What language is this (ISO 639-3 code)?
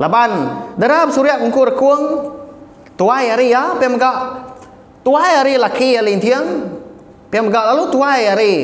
iba